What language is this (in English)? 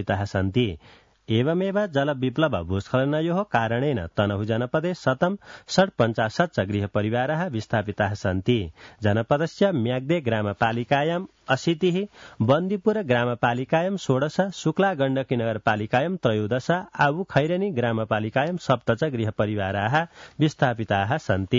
Sanskrit